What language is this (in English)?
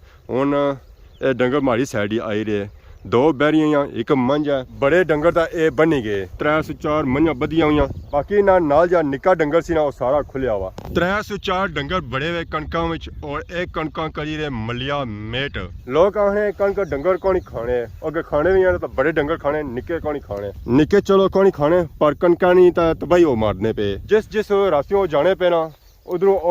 Pahari-Potwari